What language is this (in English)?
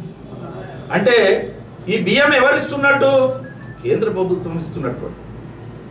Telugu